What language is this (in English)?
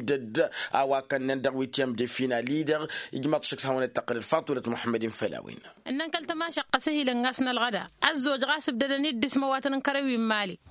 Tamasheq